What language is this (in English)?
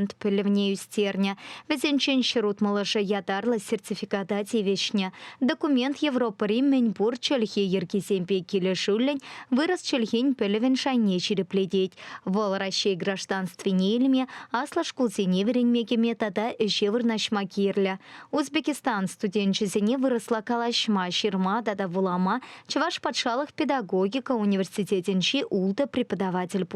Chuvash